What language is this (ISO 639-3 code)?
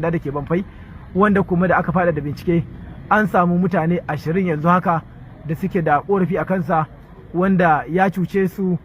hau